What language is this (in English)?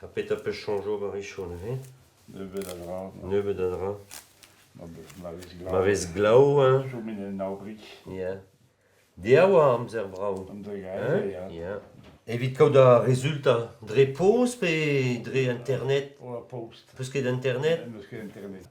Breton